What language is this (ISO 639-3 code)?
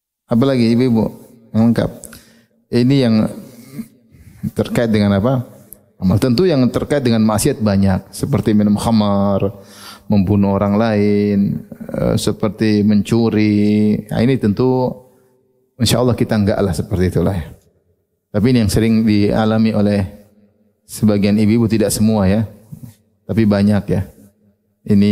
ind